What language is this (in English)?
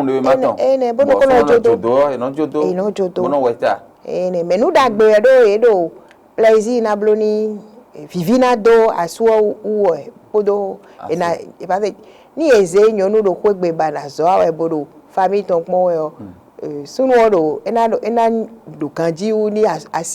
Fon